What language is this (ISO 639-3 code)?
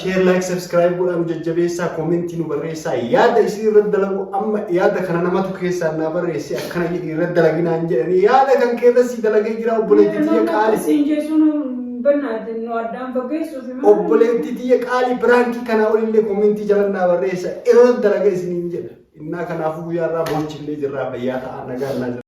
orm